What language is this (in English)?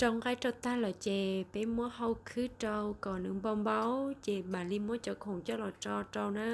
Hmong